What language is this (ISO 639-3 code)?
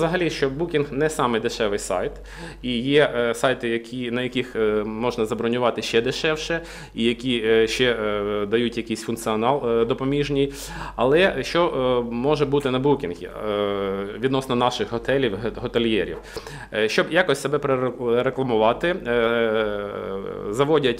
ukr